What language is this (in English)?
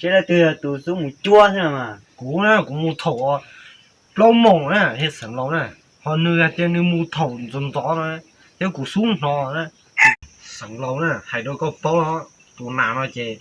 Hmong